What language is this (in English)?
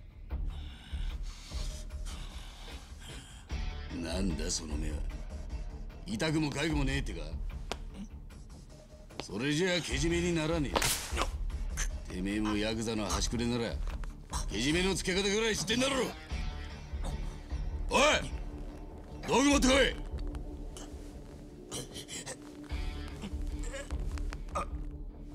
Japanese